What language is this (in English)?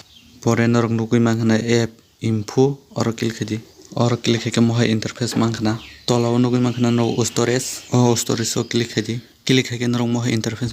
Kok Borok